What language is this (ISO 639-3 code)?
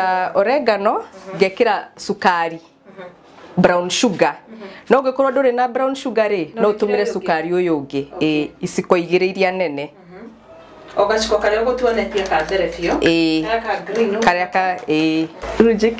kik